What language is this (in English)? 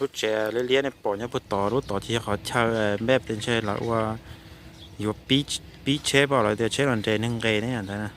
Hmong